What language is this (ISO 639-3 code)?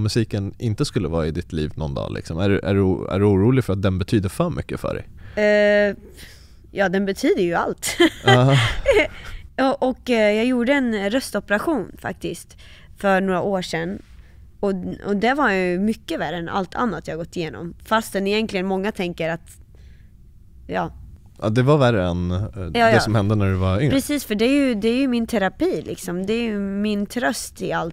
swe